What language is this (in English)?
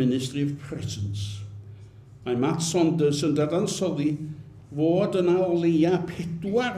Welsh